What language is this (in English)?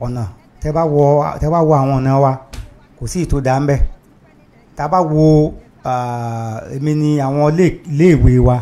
Yoruba